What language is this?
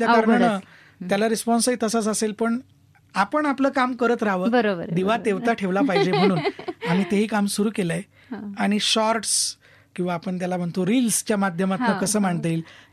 Marathi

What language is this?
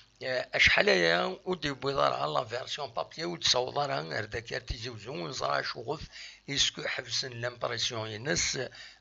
Kabyle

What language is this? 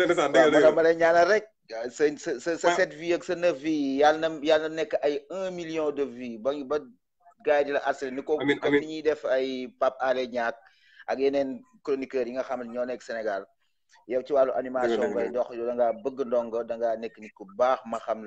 Wolof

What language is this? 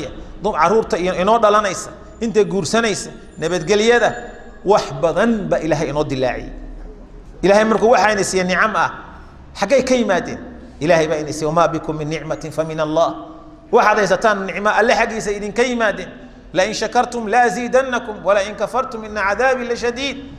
Somali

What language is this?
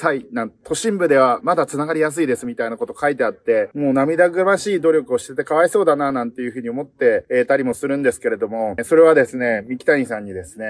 Japanese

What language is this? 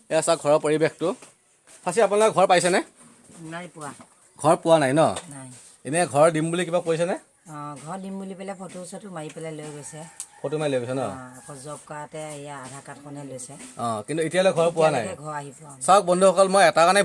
Assamese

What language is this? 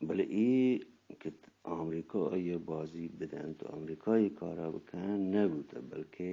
Eastern Balochi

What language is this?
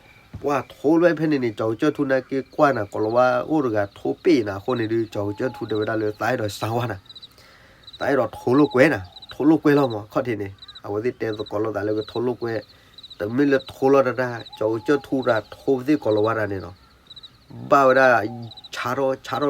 S'gaw Karen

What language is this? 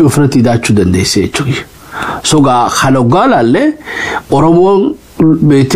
Oromo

